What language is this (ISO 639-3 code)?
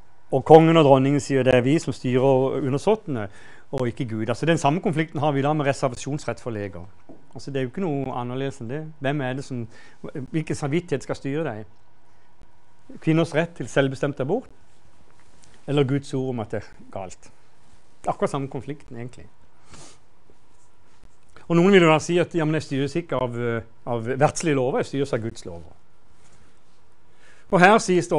nor